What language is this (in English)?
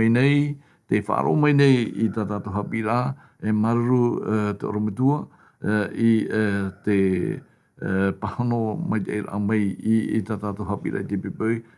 Tahitian